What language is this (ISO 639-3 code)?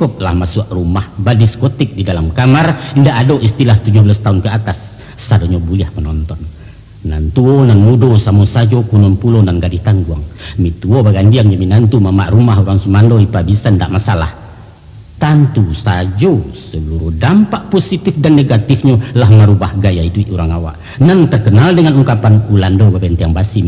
min